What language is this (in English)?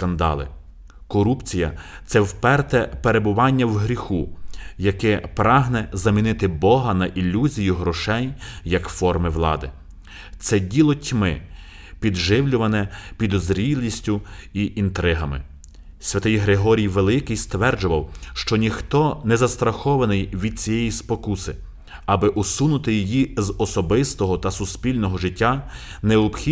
Ukrainian